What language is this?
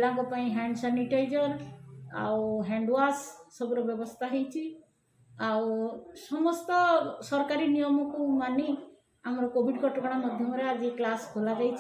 Odia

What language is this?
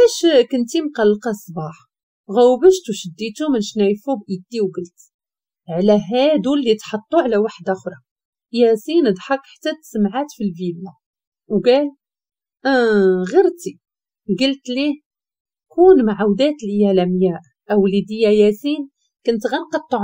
Moroccan Arabic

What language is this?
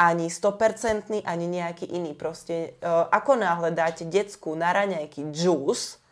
Slovak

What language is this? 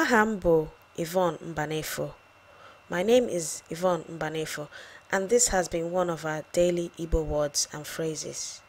Igbo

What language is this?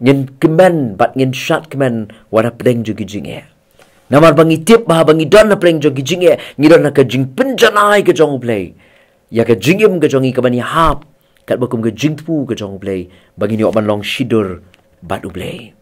Khasi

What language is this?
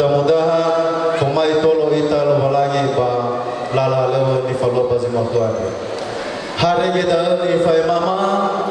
Nias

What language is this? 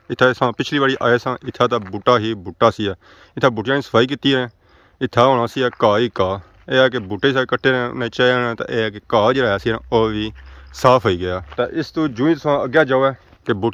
Pahari-Potwari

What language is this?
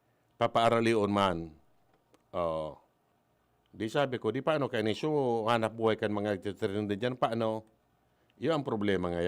Bikol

